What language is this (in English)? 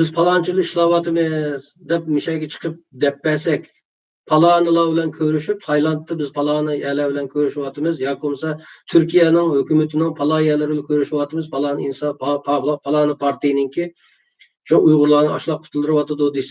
Uyghur